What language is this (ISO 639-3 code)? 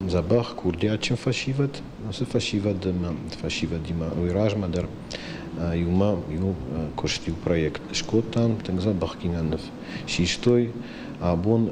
oss